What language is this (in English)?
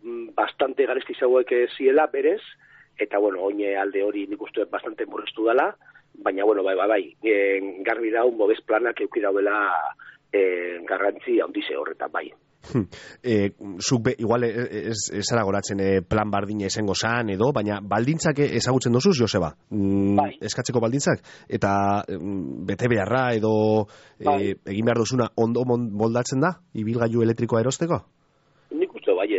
Basque